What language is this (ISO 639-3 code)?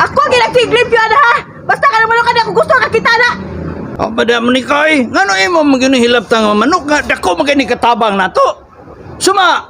ceb